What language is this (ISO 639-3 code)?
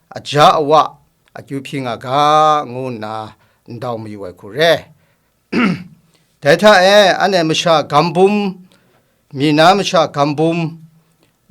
kac